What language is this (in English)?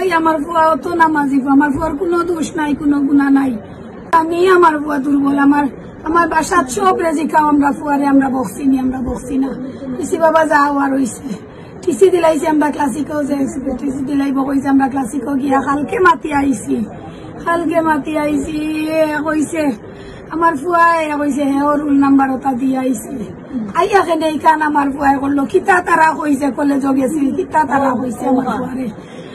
Sylheti